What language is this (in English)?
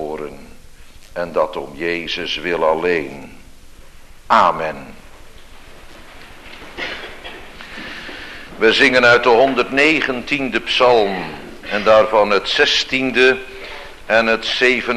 Dutch